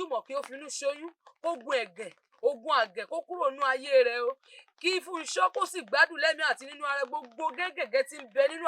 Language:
Yoruba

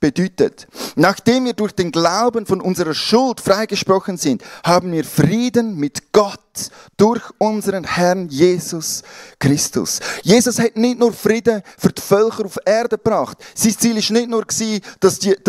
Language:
Swiss German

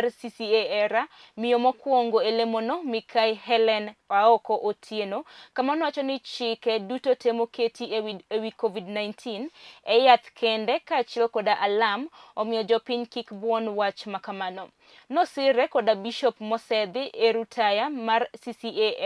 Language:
Luo (Kenya and Tanzania)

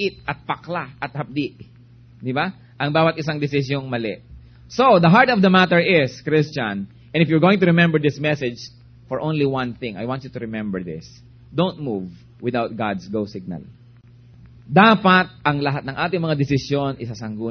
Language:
Filipino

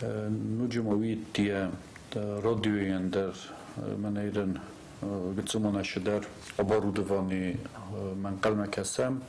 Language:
Ossetic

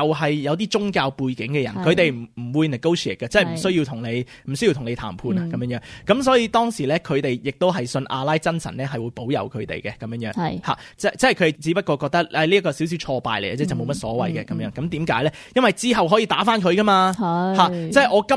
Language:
Cantonese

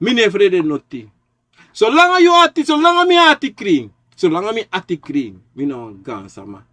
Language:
Sranan Tongo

